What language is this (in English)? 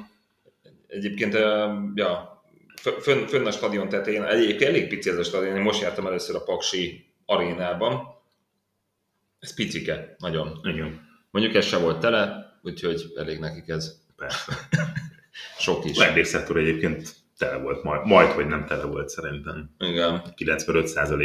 Hungarian